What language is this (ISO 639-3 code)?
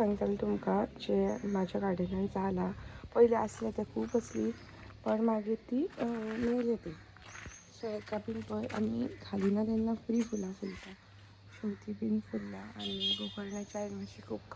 kok